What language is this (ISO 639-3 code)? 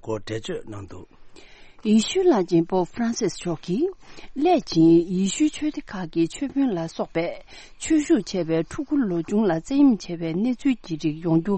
bod